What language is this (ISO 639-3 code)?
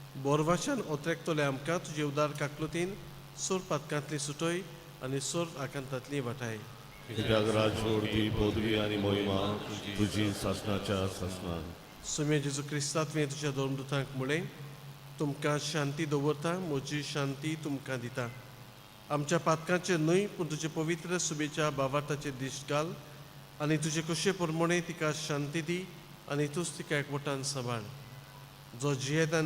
kok